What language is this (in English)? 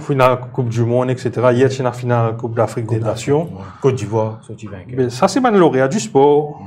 Morisyen